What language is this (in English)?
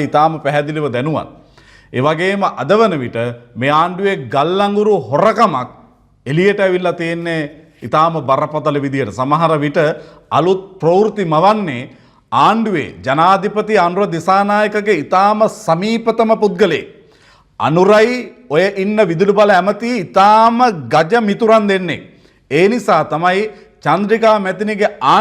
Sinhala